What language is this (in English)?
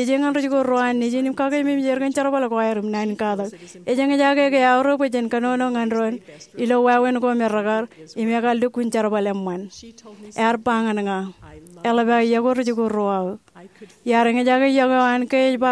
Marshallese